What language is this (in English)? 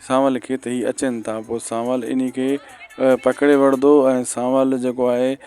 Sindhi